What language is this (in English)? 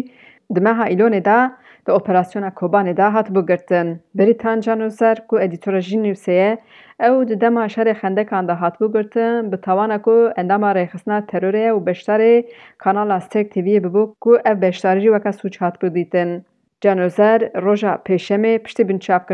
Kurdish